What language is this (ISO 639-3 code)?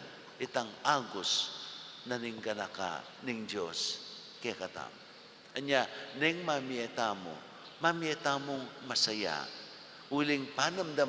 pam